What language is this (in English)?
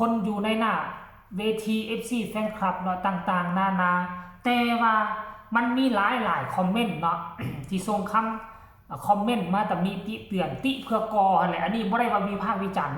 Northeastern Thai